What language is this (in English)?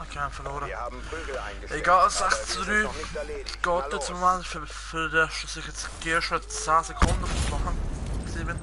Swiss German